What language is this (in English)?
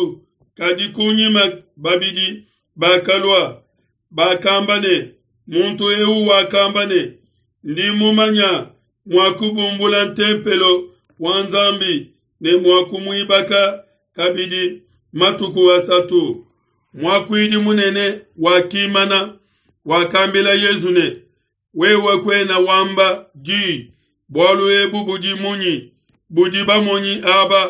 Luba-Lulua